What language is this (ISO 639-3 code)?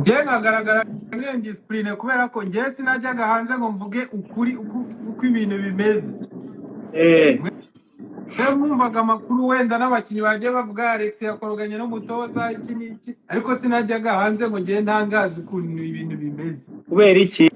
kin